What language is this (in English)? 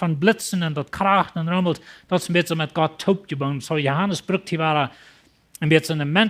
Plautdietsch